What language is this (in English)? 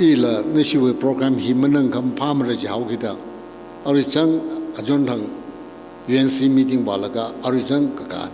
Tangkhul Naga (India)